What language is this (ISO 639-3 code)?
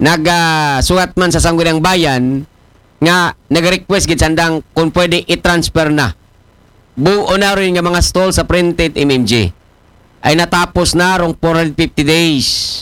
akl